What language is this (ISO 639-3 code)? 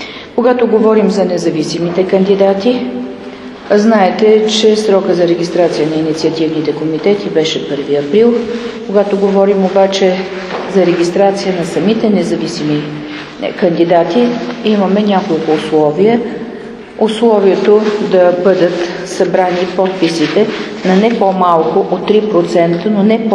bul